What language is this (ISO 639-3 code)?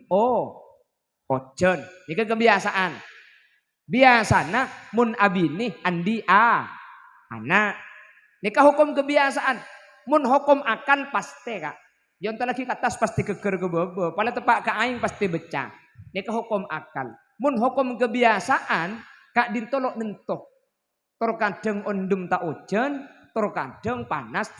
mad